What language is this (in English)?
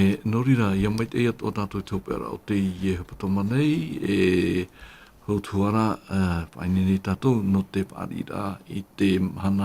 Tahitian